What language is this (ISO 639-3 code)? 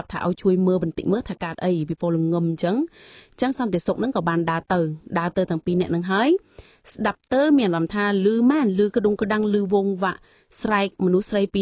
khm